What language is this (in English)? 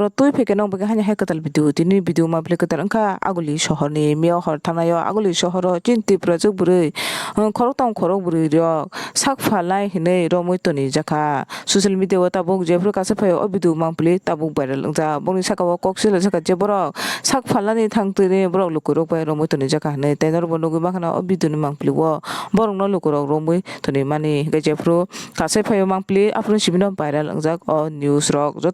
Kok Borok